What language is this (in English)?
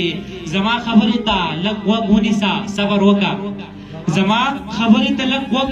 Pashto